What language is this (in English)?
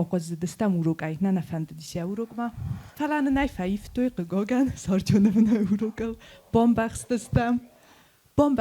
Ossetic